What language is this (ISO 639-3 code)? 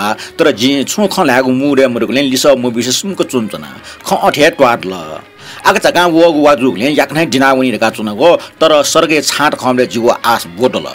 new